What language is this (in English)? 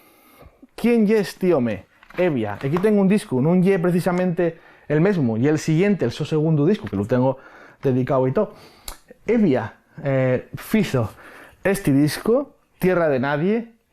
Asturian